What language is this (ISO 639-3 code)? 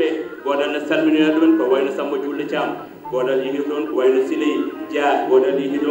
ful